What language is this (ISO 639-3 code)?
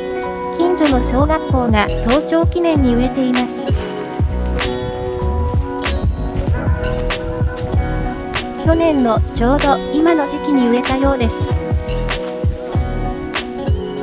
jpn